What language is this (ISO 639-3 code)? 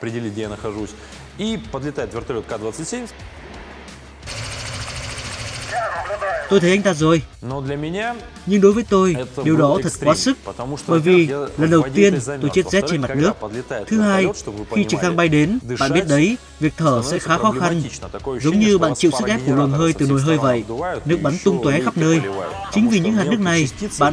vie